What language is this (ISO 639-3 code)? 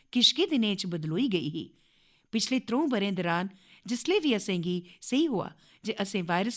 doi